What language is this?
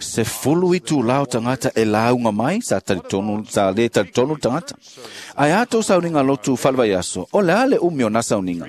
Samoan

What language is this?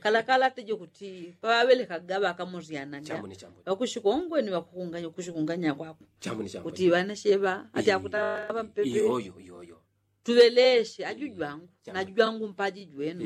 Yao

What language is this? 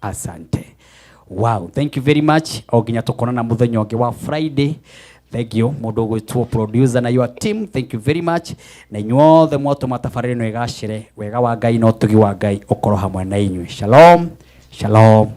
Kikuyu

